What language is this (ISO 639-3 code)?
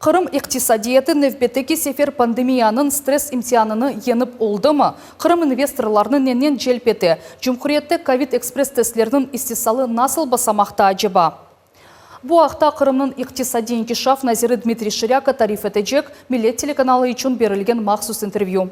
crh